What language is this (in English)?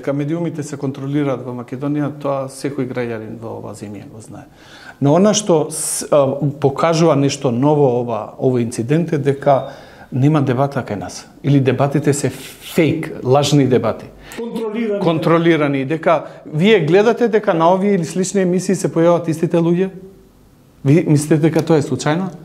Macedonian